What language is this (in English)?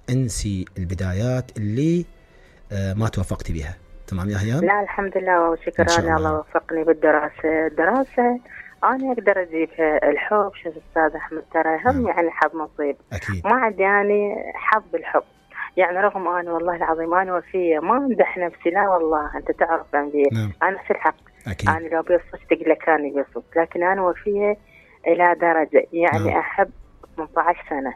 Mesopotamian Arabic